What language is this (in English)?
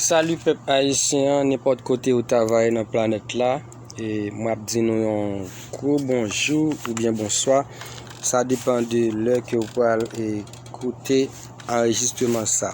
Haitian Creole